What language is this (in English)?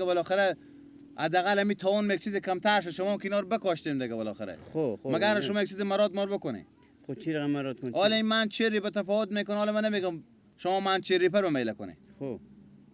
Persian